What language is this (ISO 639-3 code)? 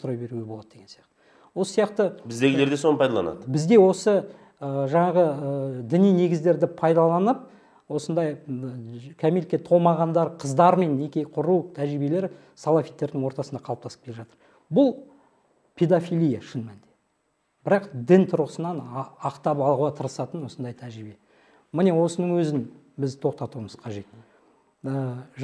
kaz